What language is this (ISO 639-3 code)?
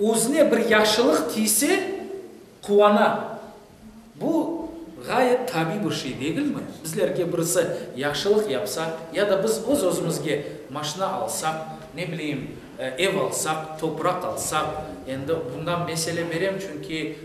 crh